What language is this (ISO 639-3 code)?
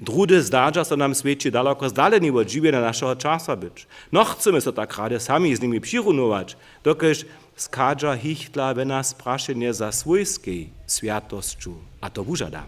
hsb